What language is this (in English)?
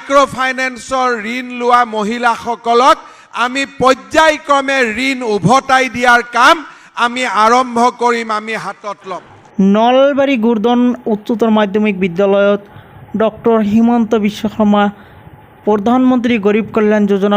Assamese